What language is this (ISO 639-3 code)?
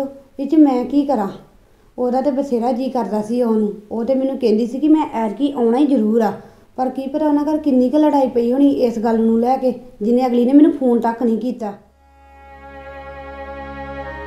pan